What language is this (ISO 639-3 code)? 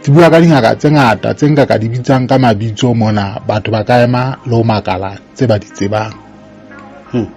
sot